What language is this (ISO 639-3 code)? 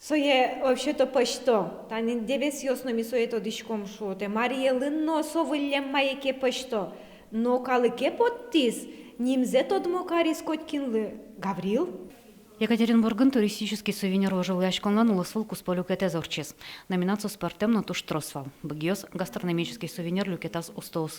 udm